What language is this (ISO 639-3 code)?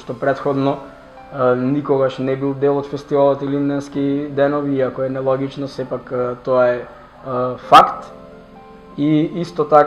mkd